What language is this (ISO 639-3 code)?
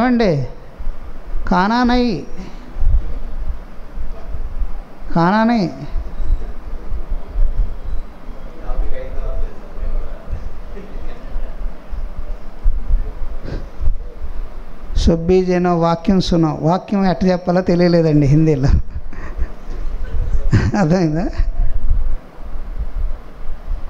tel